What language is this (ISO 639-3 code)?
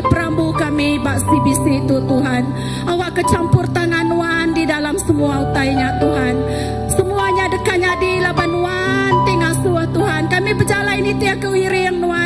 iba